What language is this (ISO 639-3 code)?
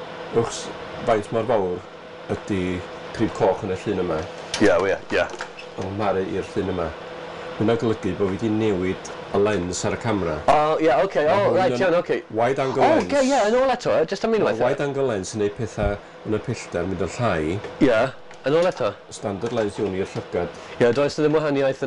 cym